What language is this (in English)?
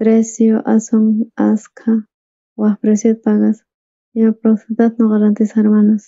South Bolivian Quechua